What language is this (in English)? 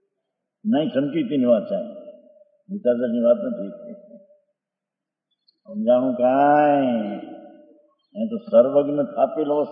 Gujarati